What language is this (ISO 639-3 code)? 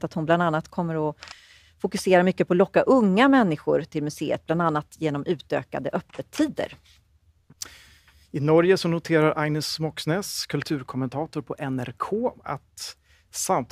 swe